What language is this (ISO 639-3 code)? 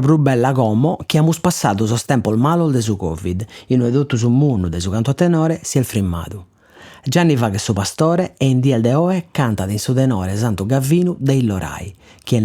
srd